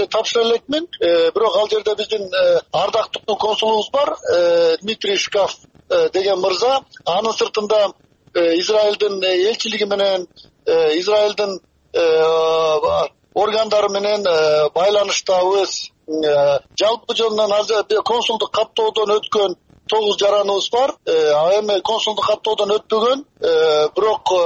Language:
Kyrgyz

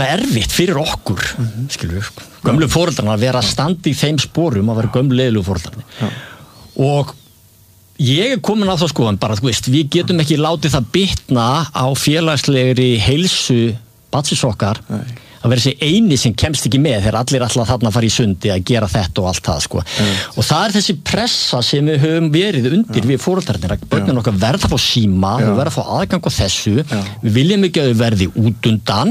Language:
Icelandic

